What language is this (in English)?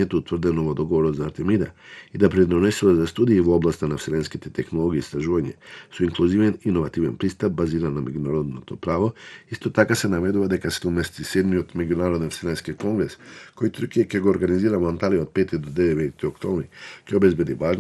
Macedonian